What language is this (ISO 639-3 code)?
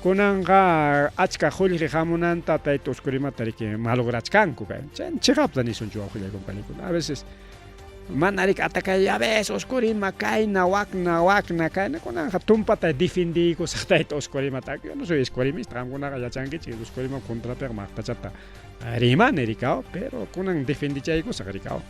quy